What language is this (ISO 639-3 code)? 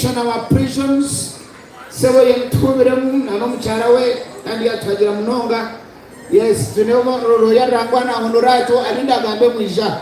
nyn